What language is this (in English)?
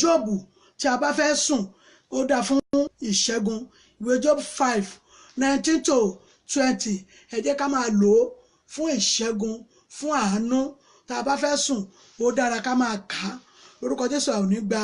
Yoruba